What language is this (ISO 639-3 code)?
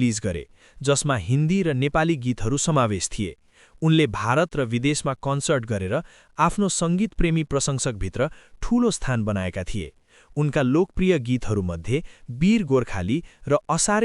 nep